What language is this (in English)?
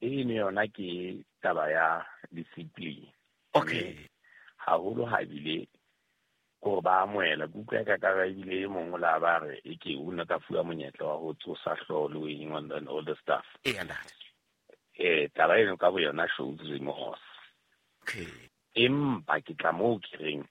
Southern Sotho